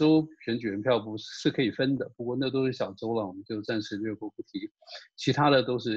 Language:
Chinese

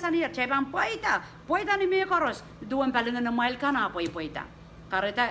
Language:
Pohnpeian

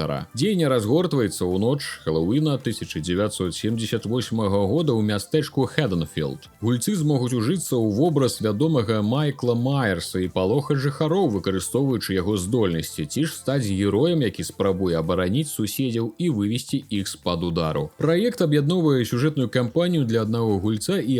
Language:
Belarusian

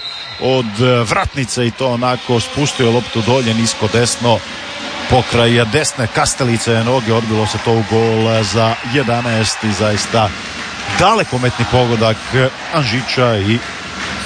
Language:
Croatian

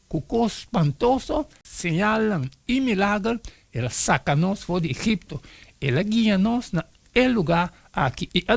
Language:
Papiamento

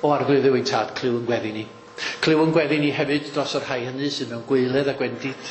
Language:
Welsh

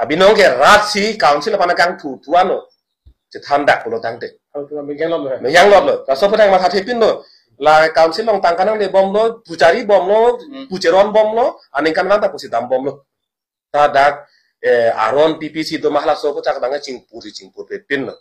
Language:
Karbi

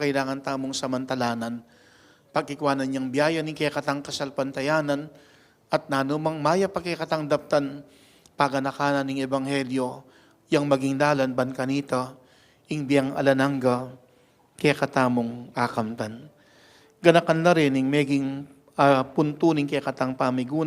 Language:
Pampanga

